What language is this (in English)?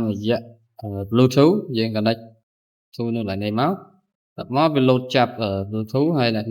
Khmer